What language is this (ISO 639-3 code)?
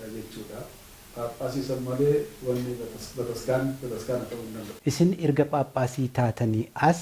orm